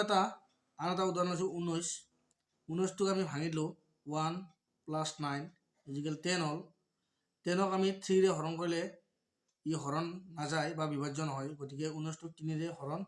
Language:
Assamese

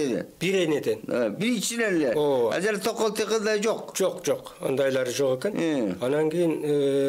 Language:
Kyrgyz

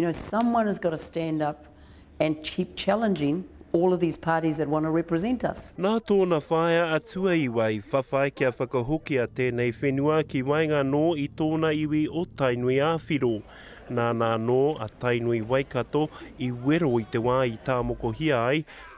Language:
Māori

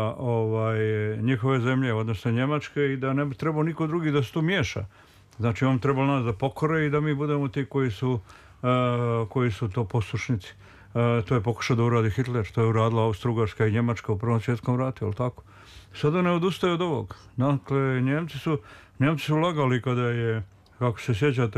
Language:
Serbian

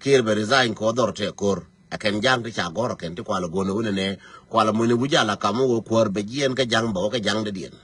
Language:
Nuer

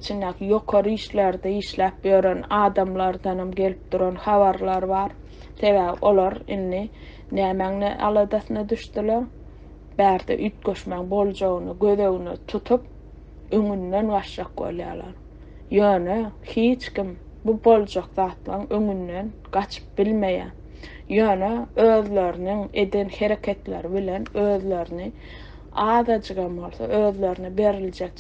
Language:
Turkmen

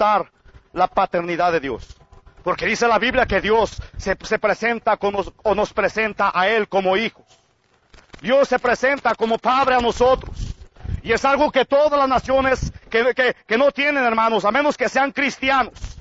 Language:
Spanish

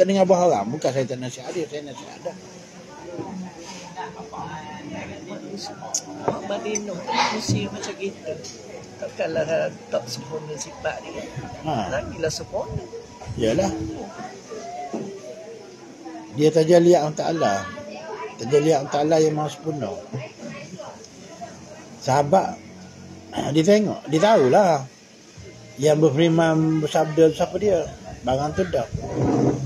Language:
Malay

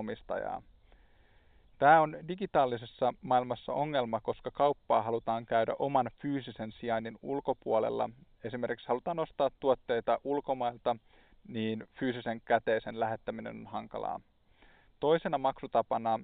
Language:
Finnish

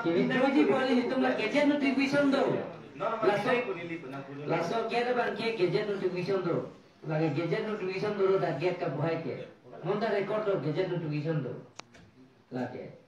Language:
Karbi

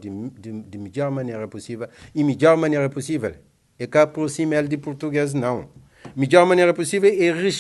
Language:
Kabuverdianu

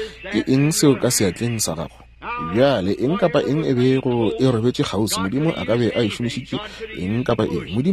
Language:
Northern Sotho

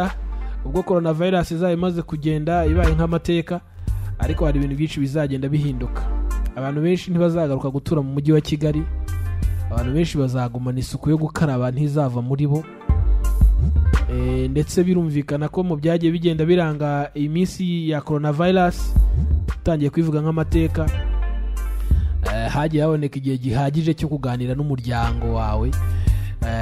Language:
Kinyarwanda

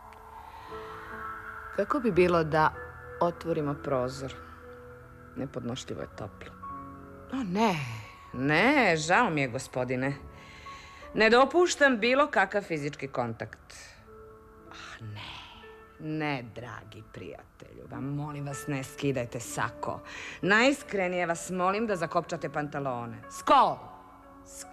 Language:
Serbian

